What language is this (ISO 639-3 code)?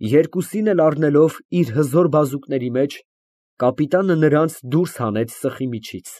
hye